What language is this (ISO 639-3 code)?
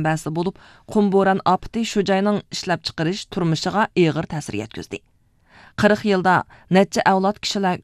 uig